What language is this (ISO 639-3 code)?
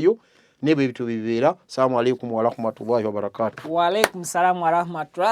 lug